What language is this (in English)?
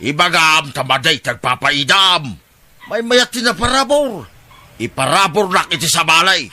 Iloko